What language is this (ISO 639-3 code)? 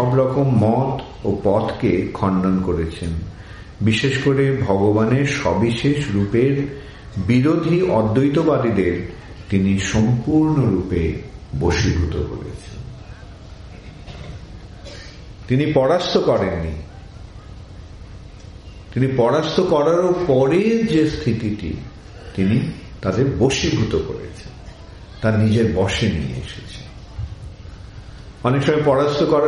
ben